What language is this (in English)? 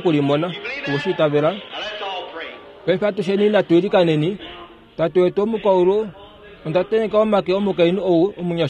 Kuanyama